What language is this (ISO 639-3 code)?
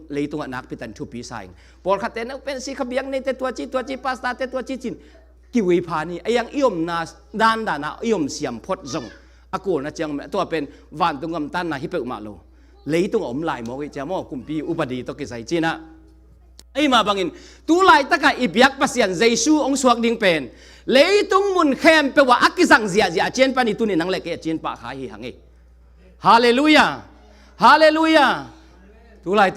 ctd